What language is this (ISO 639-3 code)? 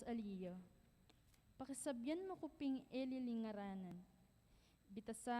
pam